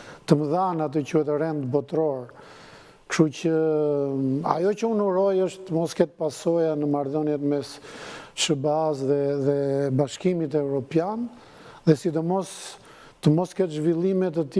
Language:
Albanian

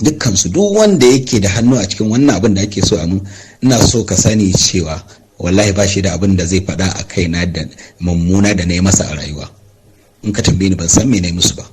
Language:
Hausa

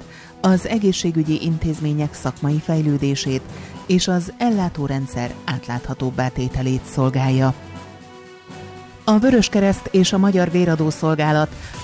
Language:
Hungarian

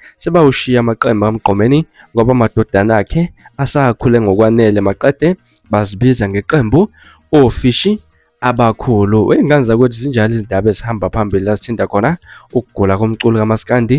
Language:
Zulu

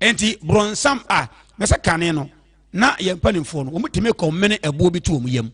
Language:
Akan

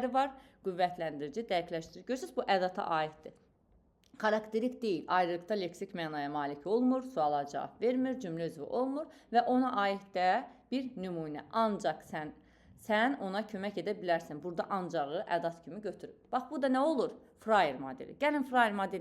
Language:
Azerbaijani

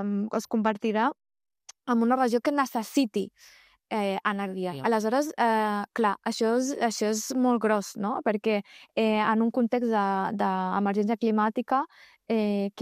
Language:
Catalan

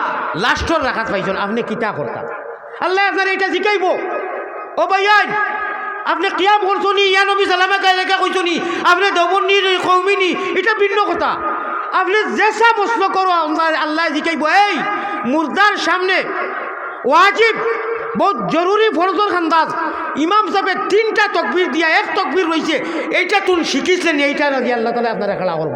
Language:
Sylheti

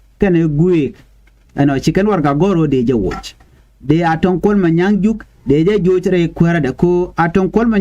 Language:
Nuer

